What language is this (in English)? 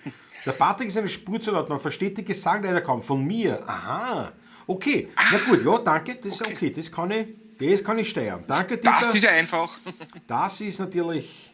Bavarian